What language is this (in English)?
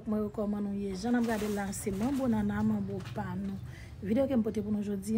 Haitian Creole